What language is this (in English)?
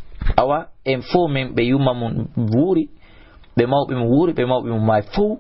Fula